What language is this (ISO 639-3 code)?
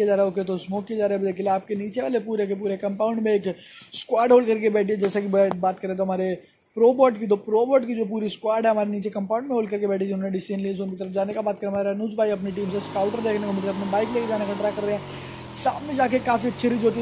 hin